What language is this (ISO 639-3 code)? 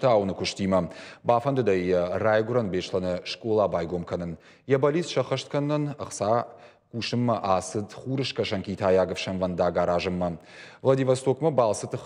oss